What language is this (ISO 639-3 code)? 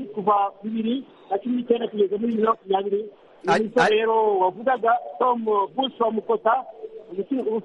kin